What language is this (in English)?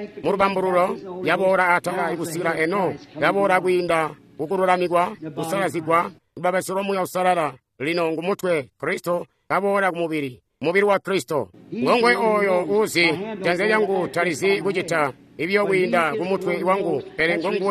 Tonga (Zambia)